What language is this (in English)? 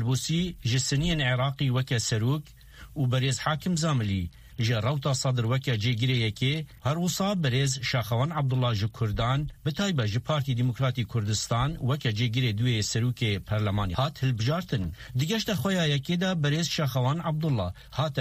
Kurdish